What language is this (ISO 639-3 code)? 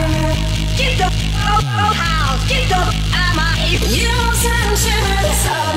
fra